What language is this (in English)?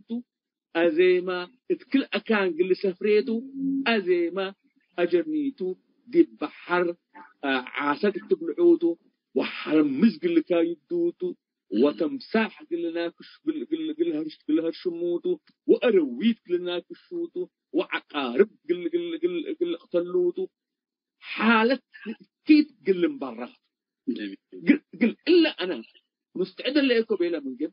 Tigre